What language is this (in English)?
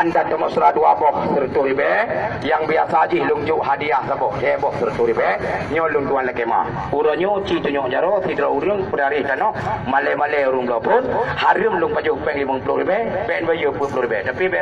Achinese